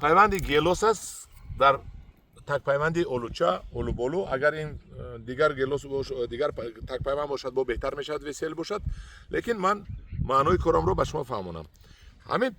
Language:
Tajik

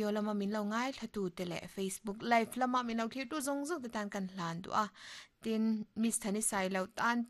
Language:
Mizo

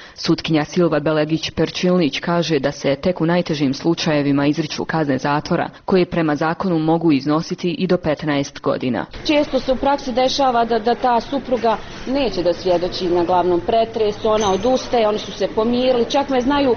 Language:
Bosnian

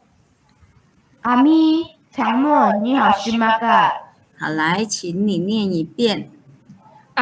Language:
Hakka Chinese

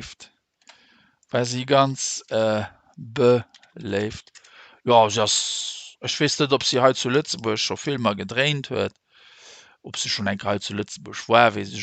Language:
Luxembourgish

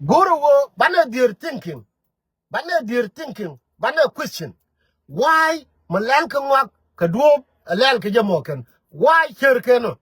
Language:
Nuer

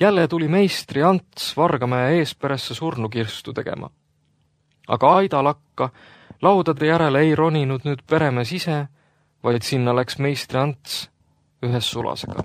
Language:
Estonian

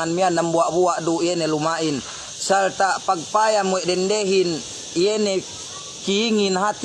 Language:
Yakan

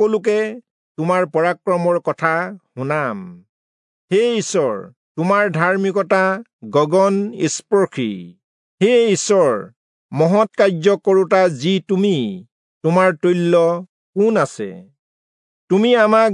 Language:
Assamese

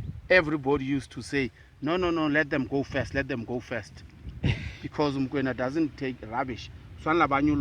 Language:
Southern Sotho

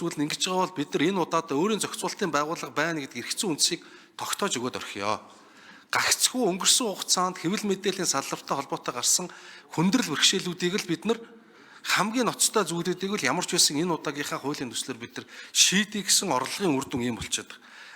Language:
Mongolian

